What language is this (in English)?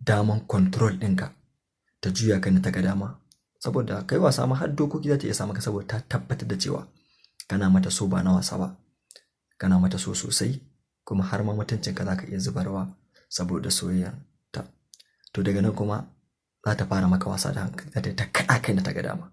Hausa